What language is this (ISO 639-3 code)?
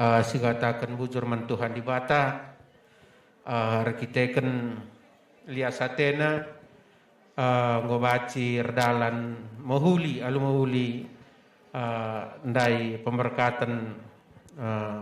btx